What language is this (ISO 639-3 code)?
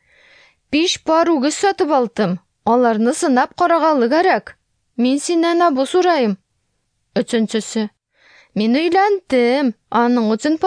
tat